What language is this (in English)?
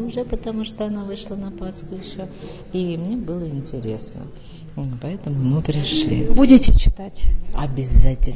Russian